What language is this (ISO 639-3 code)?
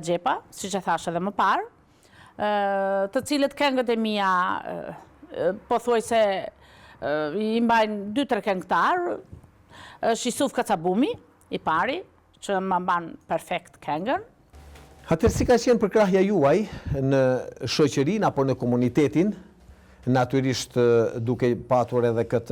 sqi